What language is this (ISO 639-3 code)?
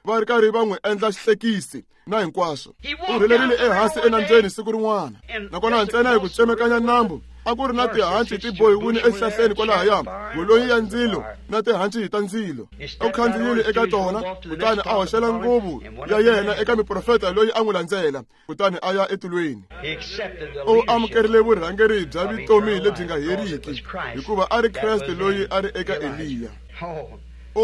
tso